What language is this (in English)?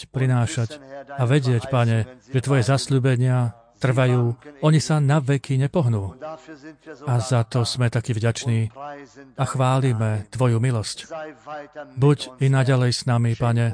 Slovak